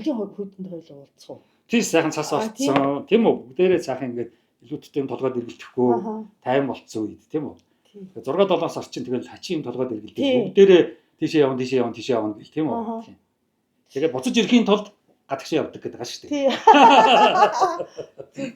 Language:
Mongolian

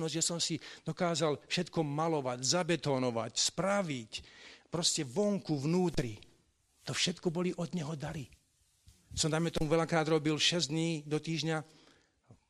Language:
Slovak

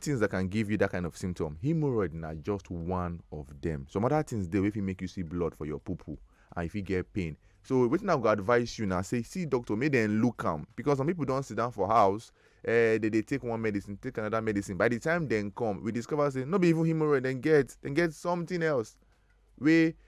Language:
Nigerian Pidgin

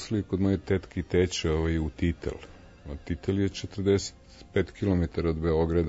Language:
Serbian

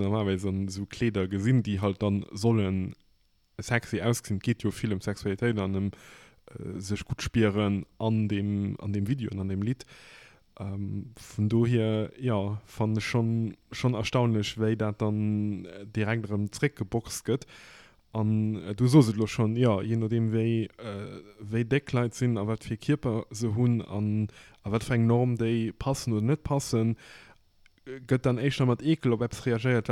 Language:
Luxembourgish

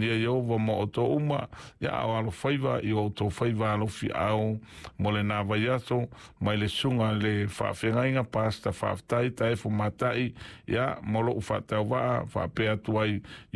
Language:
Samoan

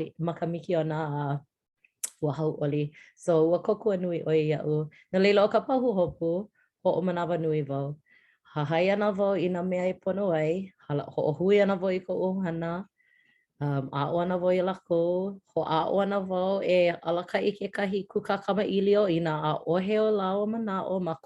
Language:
Hawaiian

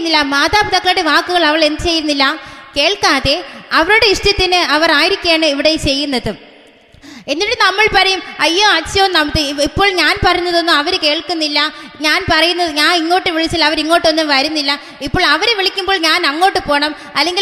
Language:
Malayalam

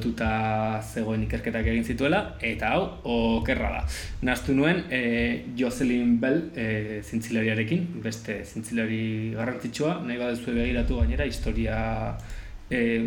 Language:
Basque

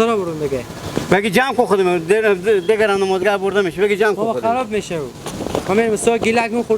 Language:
Hazaragi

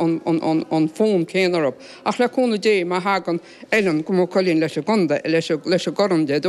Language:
Irish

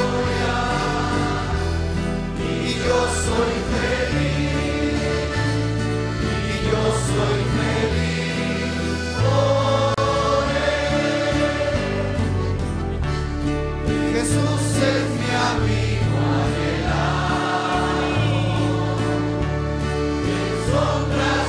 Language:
Spanish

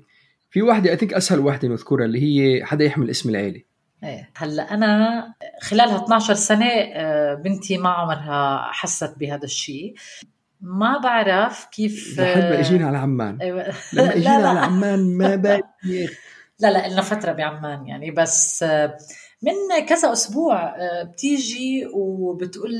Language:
North Levantine Arabic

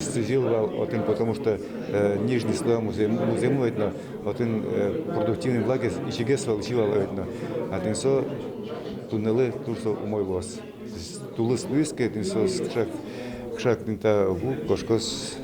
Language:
Udmurt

